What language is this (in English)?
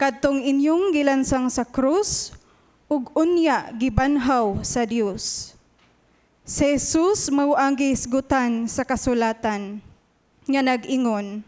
Cebuano